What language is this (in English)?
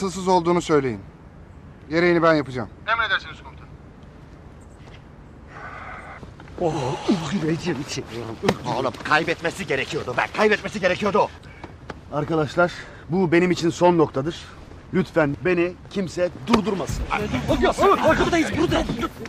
Turkish